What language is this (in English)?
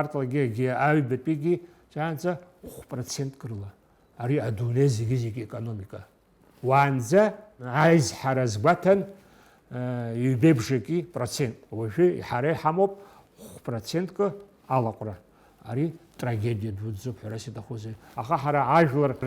Abkhazian